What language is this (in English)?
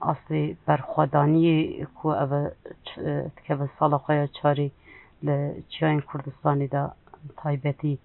Kurdish